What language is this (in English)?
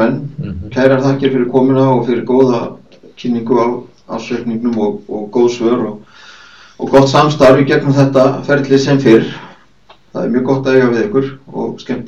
Icelandic